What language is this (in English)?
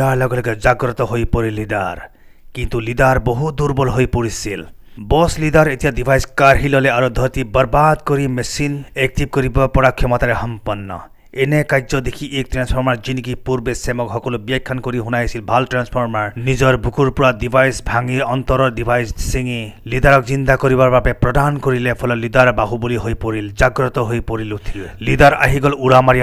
Assamese